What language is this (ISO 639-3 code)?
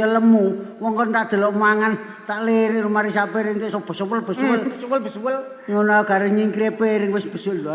jav